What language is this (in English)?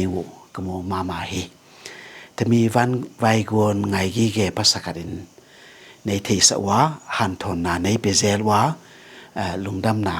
Tedim Chin